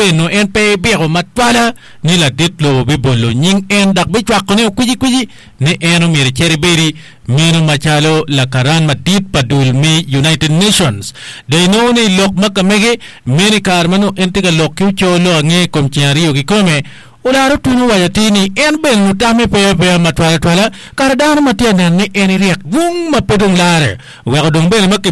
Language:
Acoli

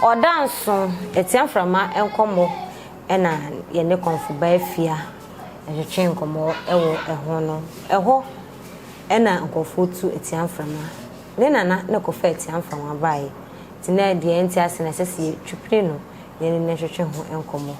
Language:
Akan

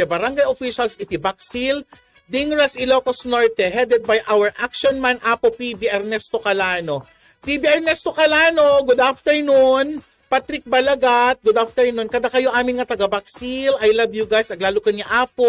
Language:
Iloko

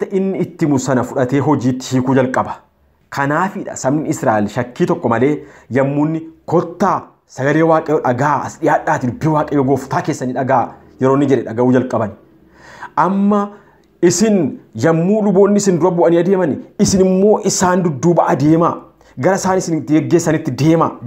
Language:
Oromo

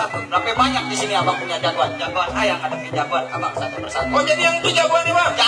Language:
Betawi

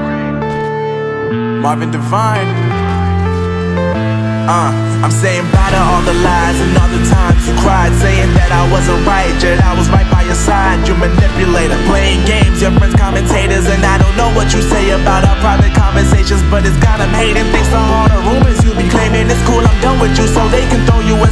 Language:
English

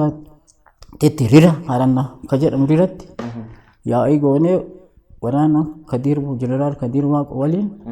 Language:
Oromo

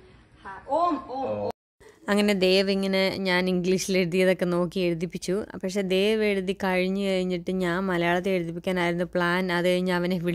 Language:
Malayalam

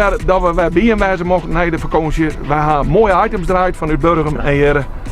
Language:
Western Frisian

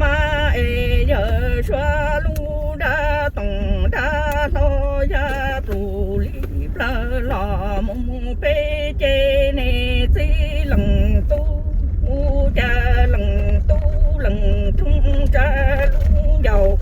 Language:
Hmong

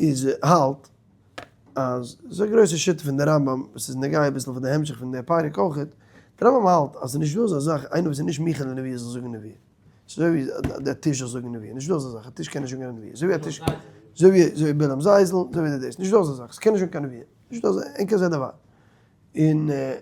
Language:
Yiddish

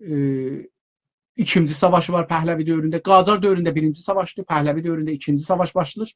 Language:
South Azerbaijani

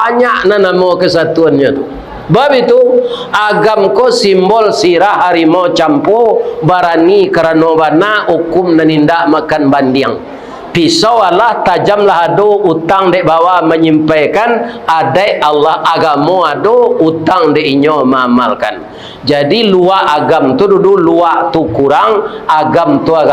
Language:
Minangkabau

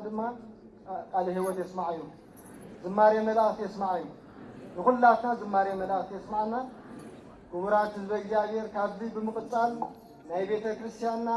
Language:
Tigrinya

